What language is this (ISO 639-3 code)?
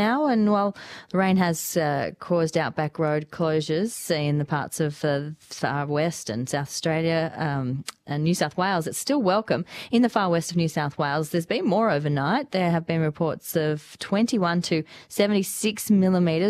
eng